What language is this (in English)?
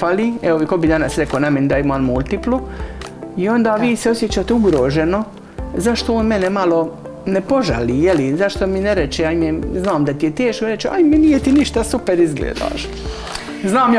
Croatian